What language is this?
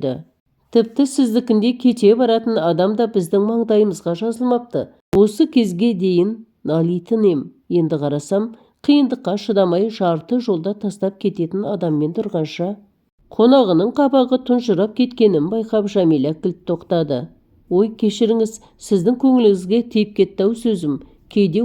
Kazakh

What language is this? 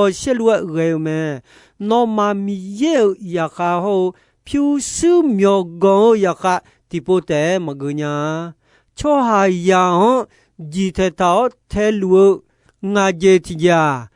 Akha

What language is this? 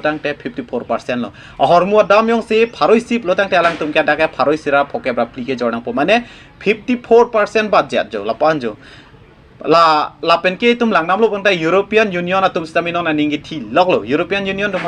Karbi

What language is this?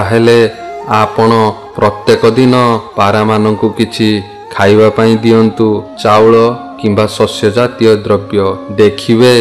Odia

